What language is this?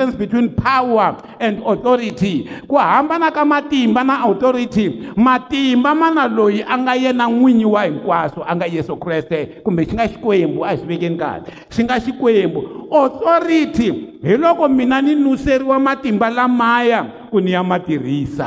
Tsonga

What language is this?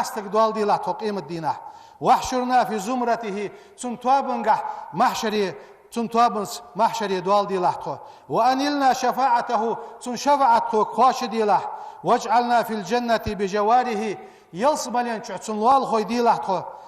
Ingush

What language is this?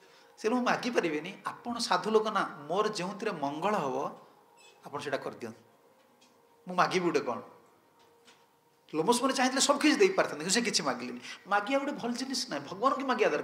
Odia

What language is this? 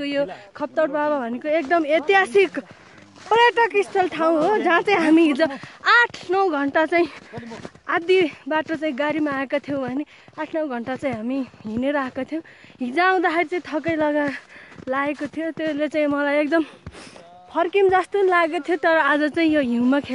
Nepali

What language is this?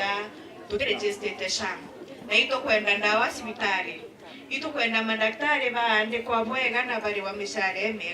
Meru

